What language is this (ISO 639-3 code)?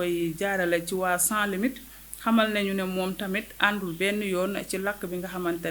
wol